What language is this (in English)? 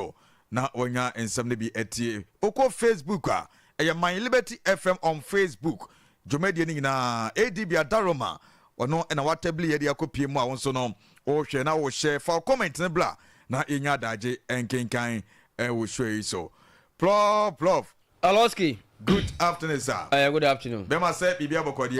Akan